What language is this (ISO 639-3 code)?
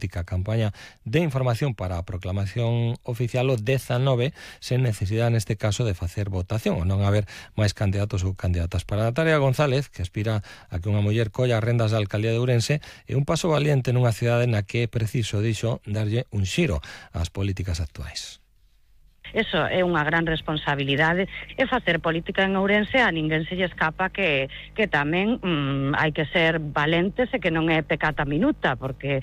glg